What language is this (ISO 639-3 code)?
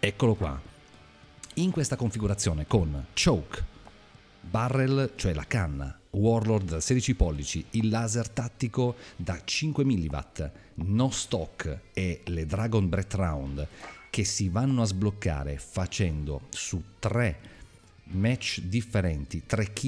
ita